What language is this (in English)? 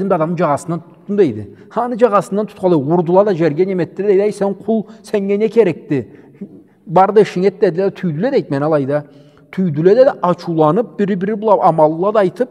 Karachay-Balkar